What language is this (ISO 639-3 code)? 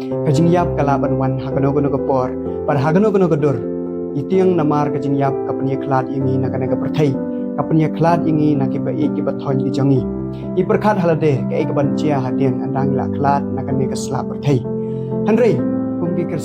kha